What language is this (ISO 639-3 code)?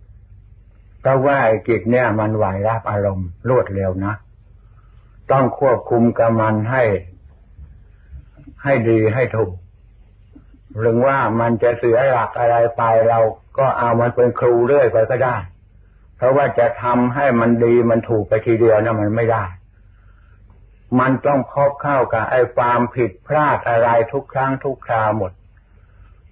tha